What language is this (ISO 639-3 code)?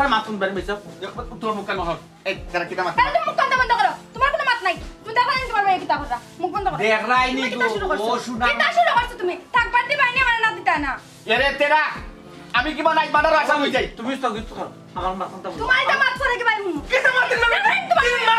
syl